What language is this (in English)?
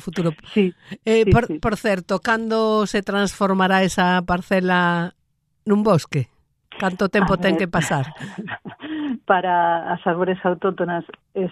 Galician